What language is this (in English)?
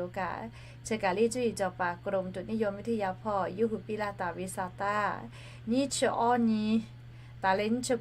Lahu